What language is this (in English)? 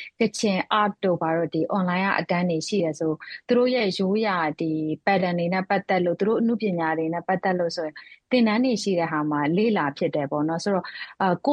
Burmese